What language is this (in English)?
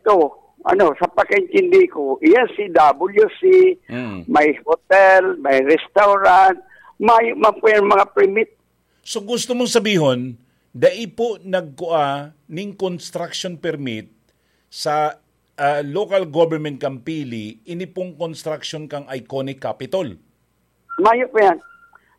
Bikol